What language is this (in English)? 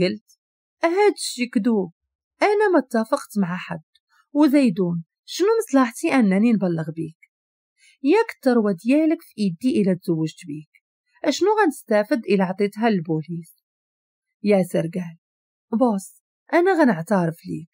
Moroccan Arabic